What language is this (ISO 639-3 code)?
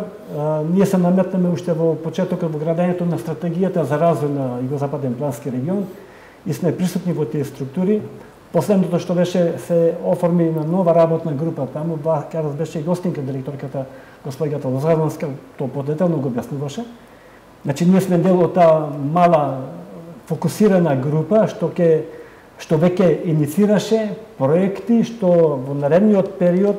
mkd